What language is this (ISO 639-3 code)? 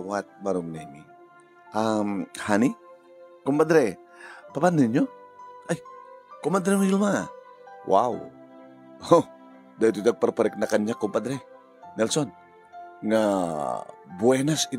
ilo